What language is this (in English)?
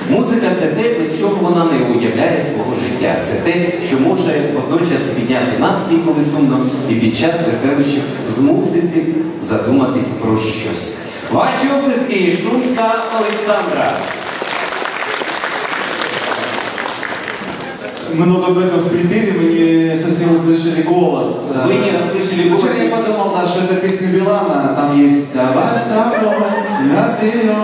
Ukrainian